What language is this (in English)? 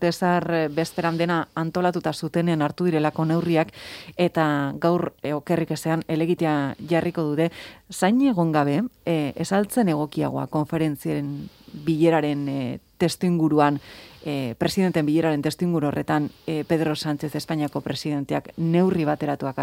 Basque